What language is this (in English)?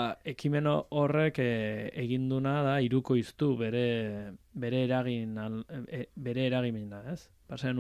Basque